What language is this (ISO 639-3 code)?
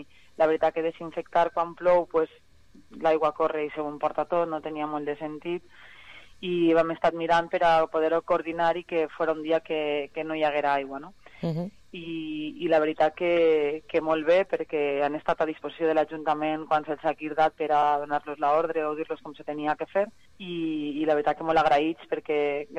cat